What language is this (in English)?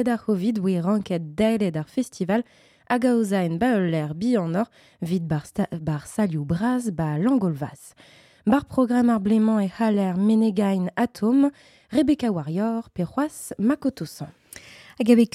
Breton